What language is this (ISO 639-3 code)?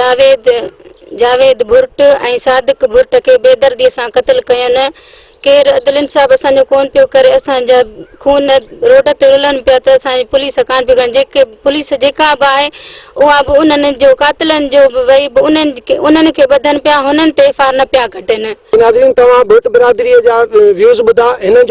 snd